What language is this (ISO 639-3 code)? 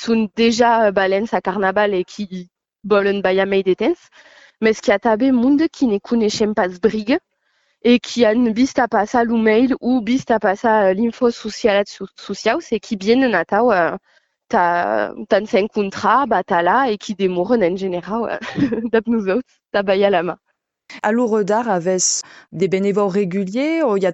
oci